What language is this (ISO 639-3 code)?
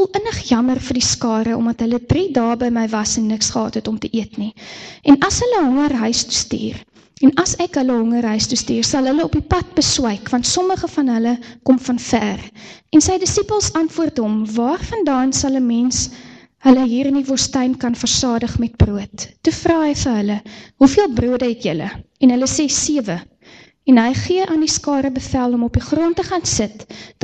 afr